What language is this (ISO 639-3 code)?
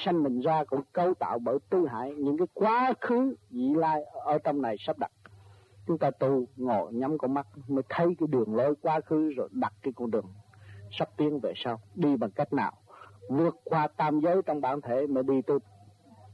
vie